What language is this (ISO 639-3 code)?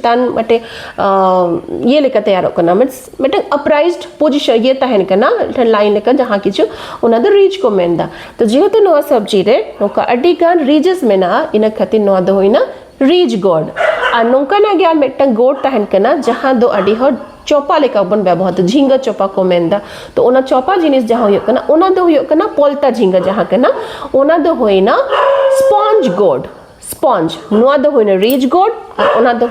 sat